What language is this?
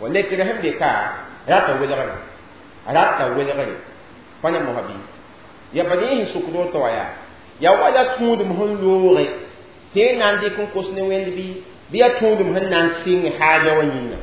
Mossi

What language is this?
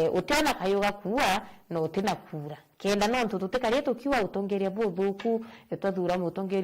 Meru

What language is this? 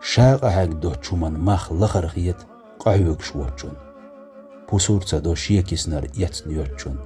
Chechen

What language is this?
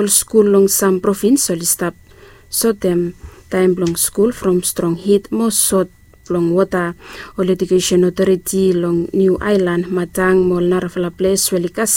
Bislama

